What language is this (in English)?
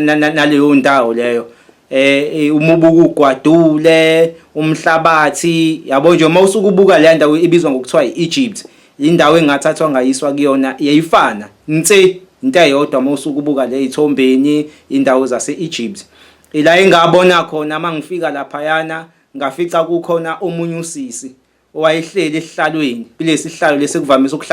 Zulu